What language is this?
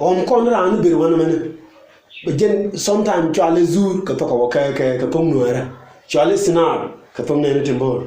Nuer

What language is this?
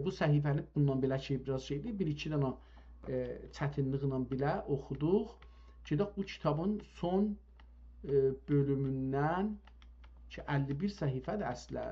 South Azerbaijani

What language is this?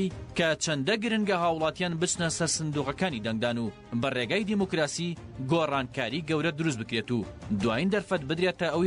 Central Kurdish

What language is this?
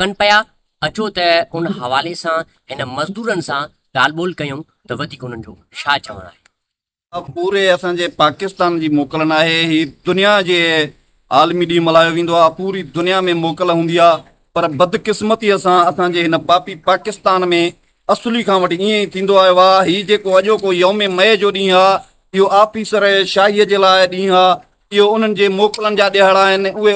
Sindhi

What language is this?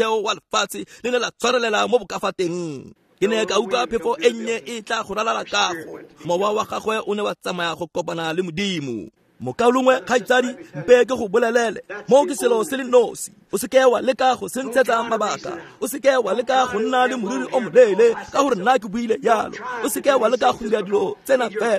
Tswana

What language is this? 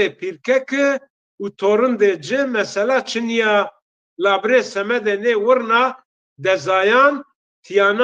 Zaza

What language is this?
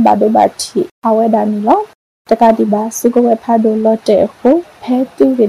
Burmese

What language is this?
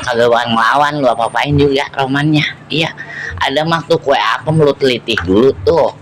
Betawi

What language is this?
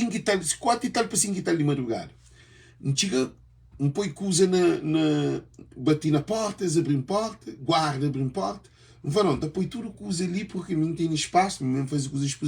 Kabuverdianu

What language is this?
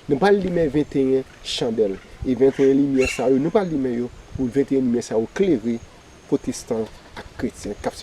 Haitian Creole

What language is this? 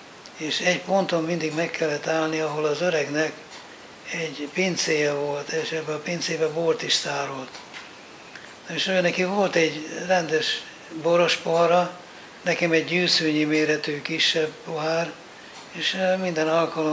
Hungarian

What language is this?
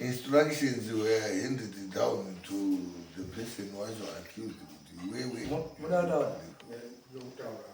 Shona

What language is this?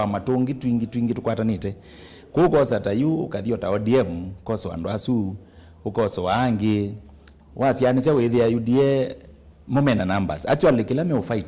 Kamba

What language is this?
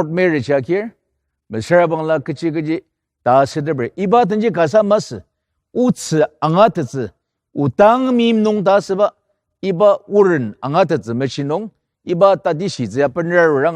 Ao Naga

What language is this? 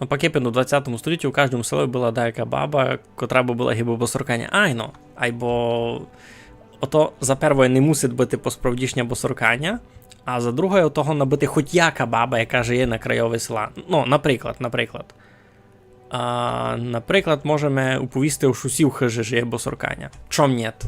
Rusyn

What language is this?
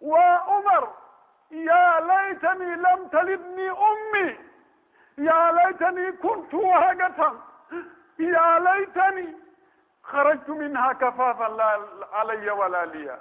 Pular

